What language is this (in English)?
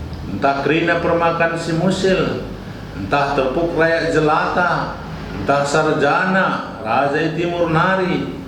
Batak Karo